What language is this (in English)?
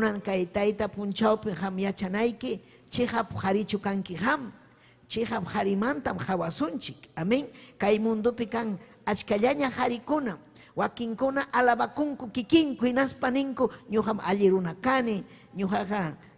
Ayacucho Quechua